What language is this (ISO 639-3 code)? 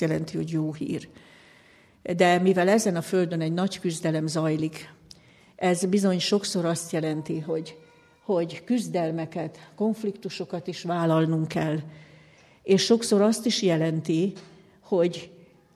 hun